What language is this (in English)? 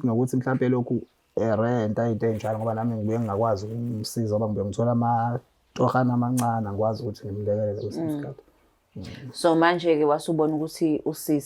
Zulu